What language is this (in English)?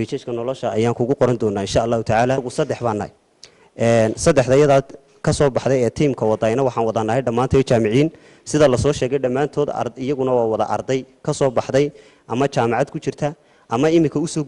Somali